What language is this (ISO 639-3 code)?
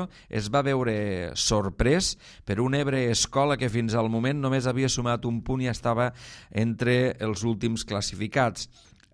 cat